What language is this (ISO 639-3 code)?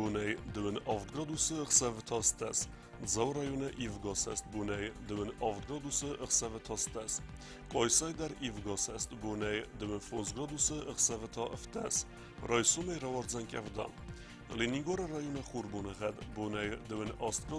oss